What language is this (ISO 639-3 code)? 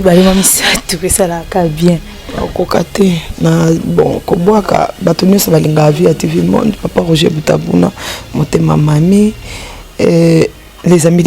lin